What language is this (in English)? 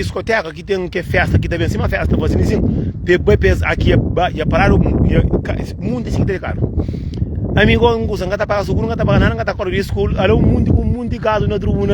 Kabuverdianu